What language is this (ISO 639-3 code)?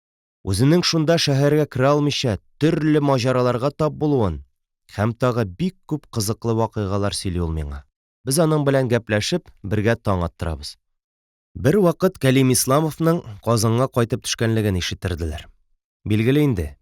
tat